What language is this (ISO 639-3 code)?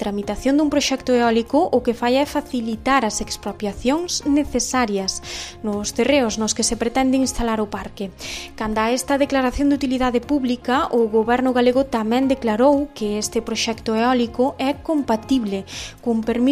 glg